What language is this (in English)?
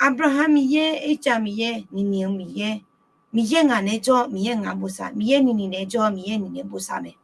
Akha